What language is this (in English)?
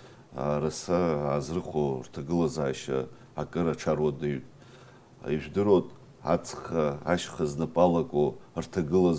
Abkhazian